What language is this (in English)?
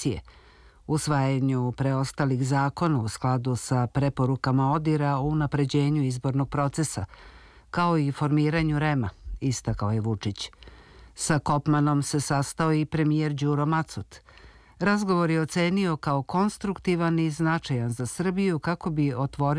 Serbian